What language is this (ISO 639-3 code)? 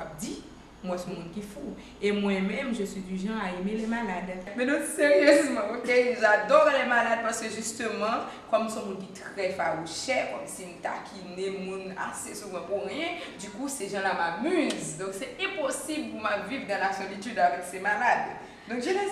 hat